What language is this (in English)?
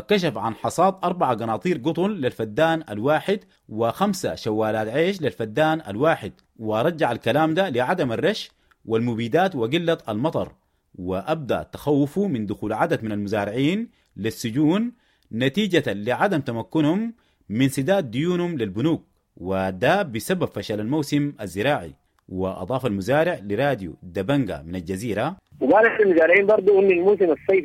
Sudanese Arabic